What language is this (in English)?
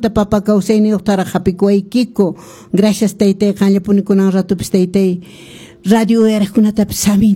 Quechua